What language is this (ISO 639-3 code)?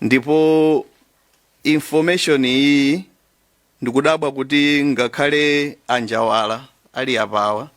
nya